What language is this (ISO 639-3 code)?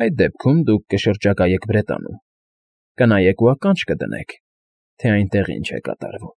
hye